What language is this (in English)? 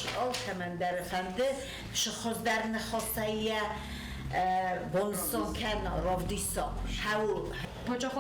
Ossetic